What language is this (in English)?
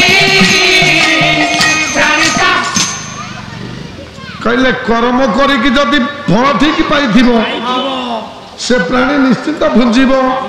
Odia